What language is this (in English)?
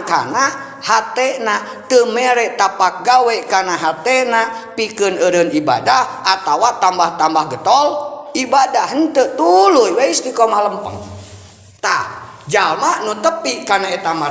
Sundanese